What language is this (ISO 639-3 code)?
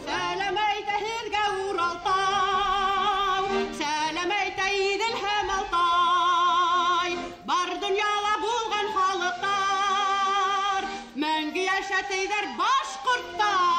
bak